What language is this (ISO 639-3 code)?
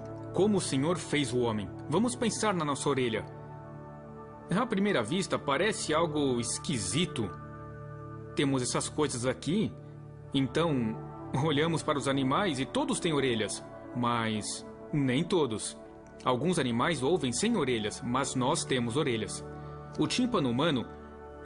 por